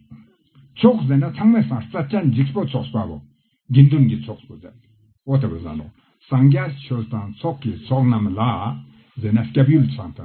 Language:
Ladakhi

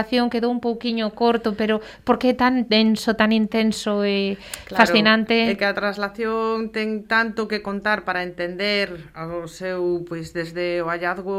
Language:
Galician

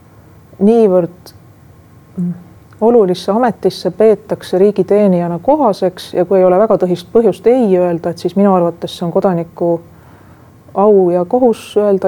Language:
Estonian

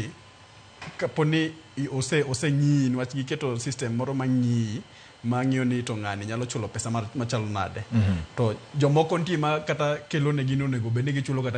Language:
Luo (Kenya and Tanzania)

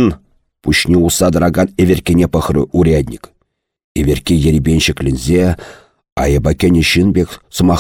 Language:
Chuvash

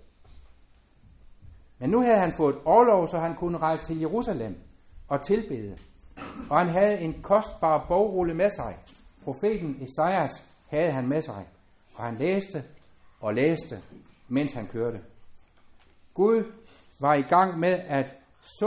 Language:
Danish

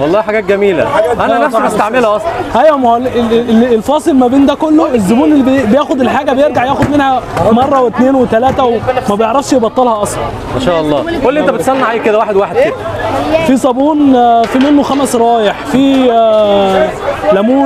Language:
Egyptian Arabic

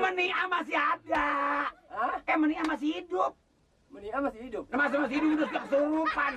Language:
Betawi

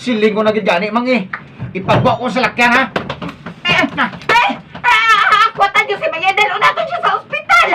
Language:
Hiligaynon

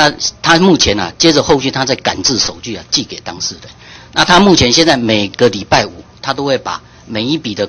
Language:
Chinese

